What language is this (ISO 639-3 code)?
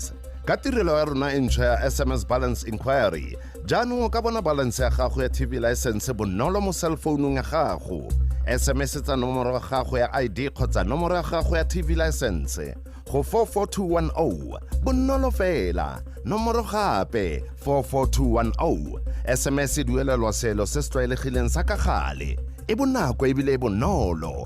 tsn